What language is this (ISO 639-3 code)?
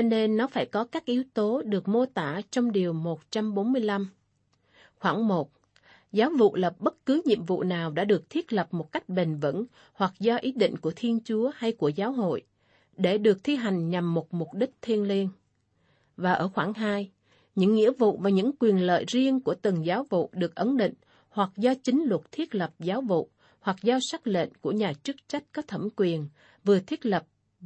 vie